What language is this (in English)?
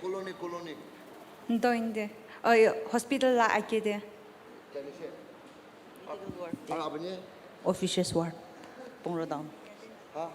Naga Pidgin